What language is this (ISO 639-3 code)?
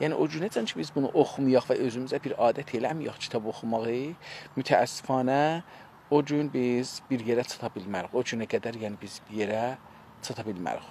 azb